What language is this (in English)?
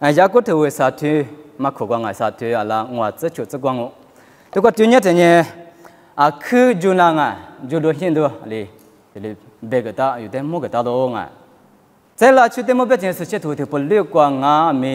Lisu